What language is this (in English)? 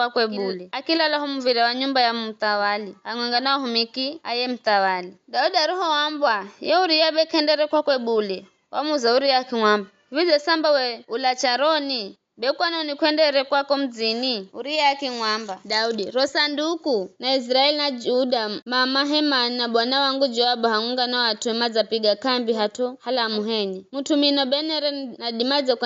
Giryama